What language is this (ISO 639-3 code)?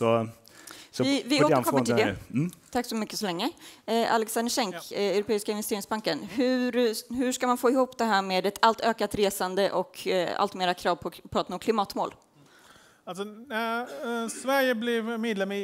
swe